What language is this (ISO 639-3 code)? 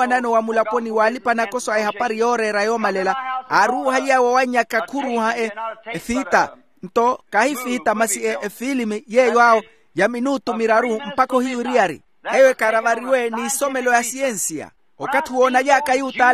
vmw